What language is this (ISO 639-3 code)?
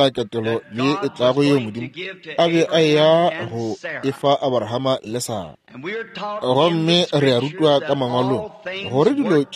nso